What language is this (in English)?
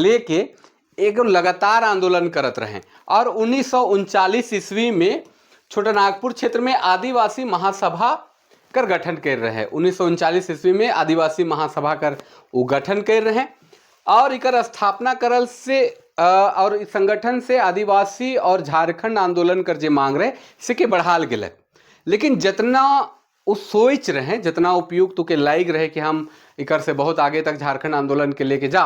Sadri